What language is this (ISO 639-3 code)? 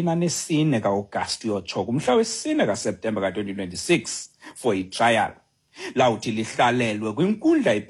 xho